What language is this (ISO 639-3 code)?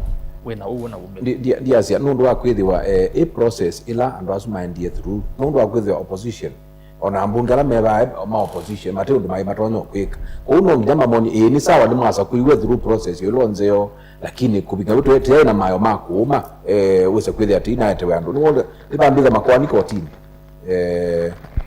kam